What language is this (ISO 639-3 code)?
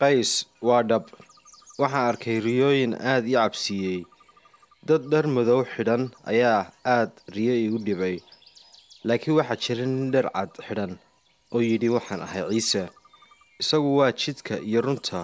som